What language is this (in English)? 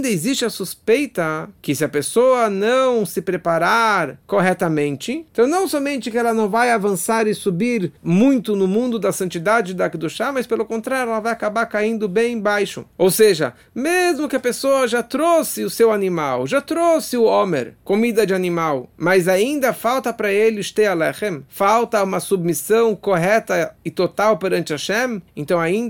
Portuguese